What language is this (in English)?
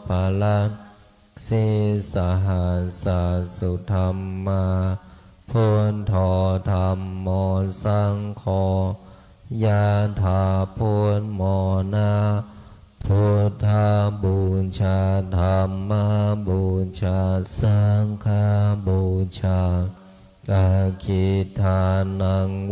Pali